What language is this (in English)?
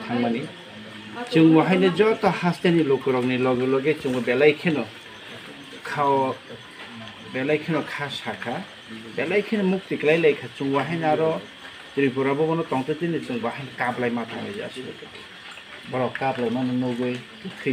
Kok Borok